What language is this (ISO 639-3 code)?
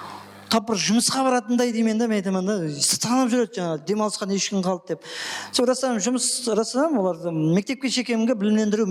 kaa